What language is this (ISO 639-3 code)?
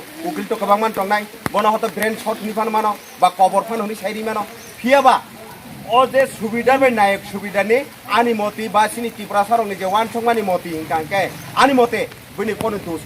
ria